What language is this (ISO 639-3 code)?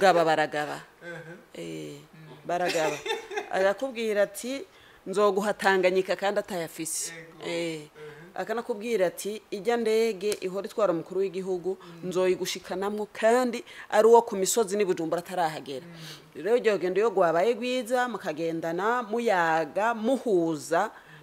run